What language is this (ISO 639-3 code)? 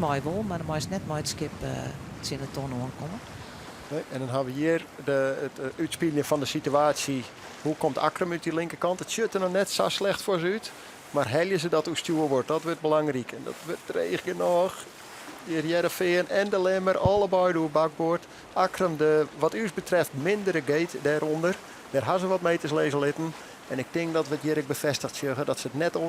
fry